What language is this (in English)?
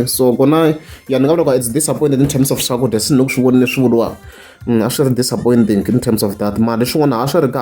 Tsonga